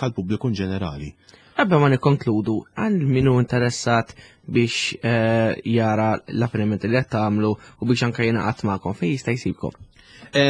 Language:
Maltese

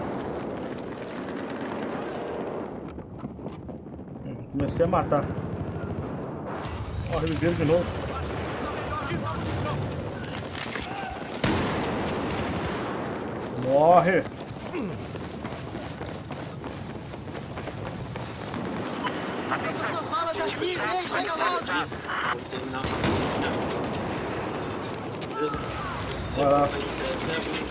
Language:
Portuguese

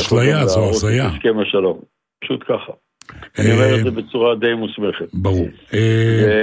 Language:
Hebrew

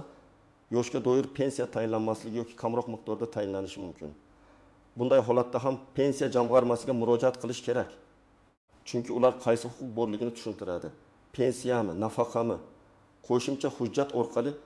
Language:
Uzbek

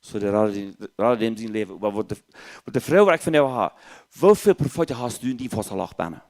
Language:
Plautdietsch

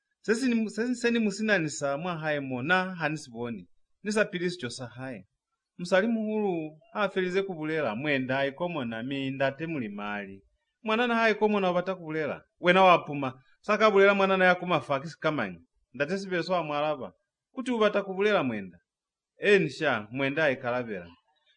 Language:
Lozi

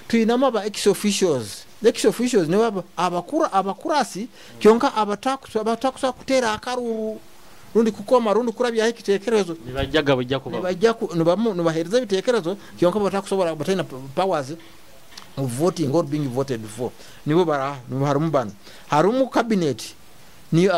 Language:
Nyoro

